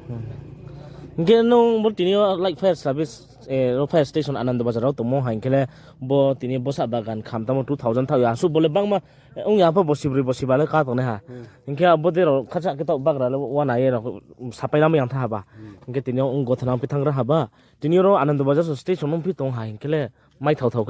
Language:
Riang (India)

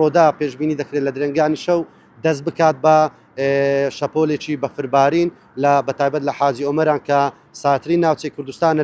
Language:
Central Kurdish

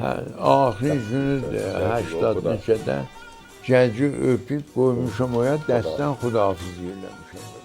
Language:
South Azerbaijani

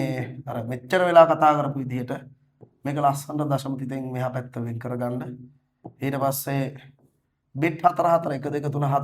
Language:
Sinhala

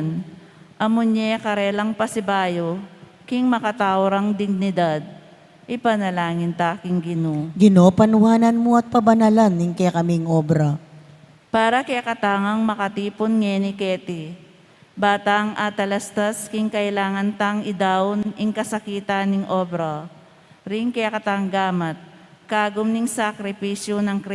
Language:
Pampanga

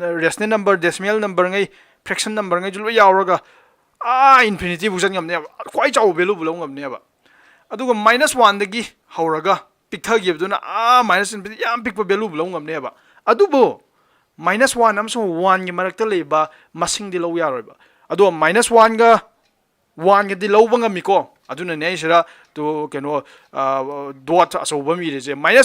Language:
Manipuri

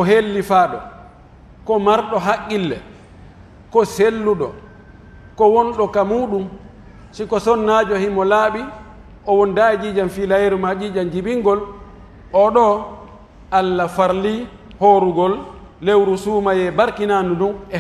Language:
Pular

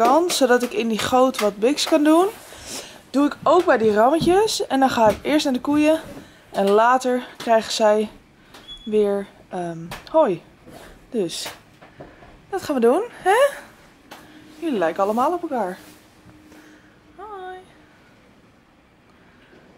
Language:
Dutch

